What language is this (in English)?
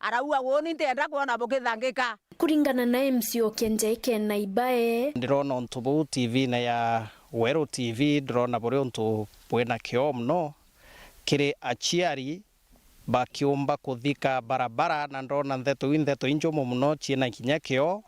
Meru